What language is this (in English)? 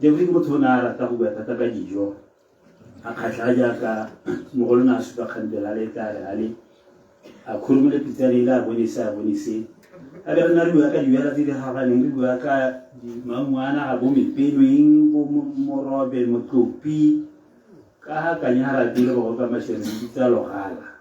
Tswana